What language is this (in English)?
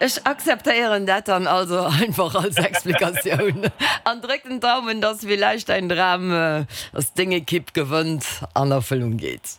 Luxembourgish